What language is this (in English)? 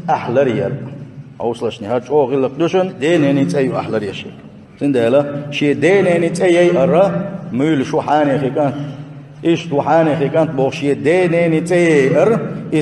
Chechen